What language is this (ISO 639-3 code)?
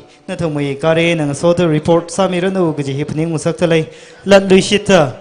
nmf